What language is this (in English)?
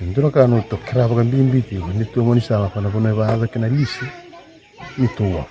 Fijian